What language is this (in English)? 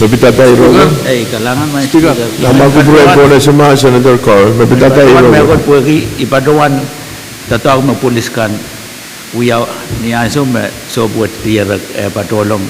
Pohnpeian